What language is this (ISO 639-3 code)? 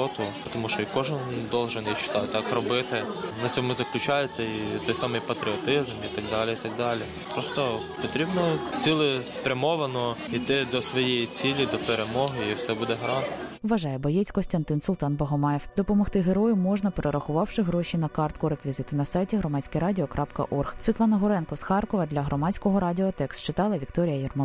ukr